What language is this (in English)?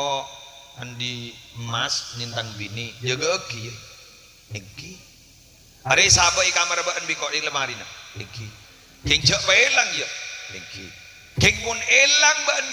Madurese